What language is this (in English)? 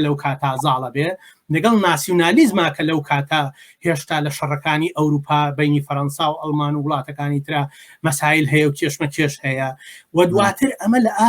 Central Kurdish